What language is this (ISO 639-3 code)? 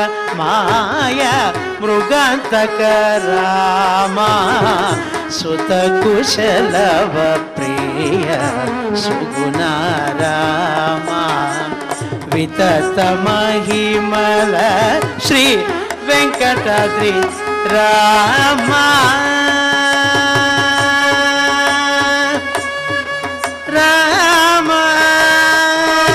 tel